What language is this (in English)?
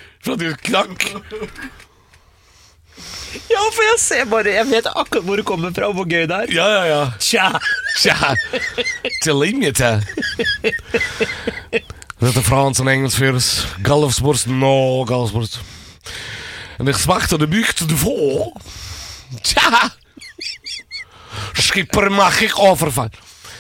Norwegian